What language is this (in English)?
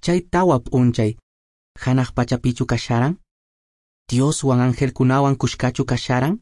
Quechua